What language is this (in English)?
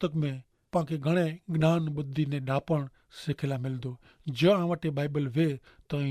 Kachhi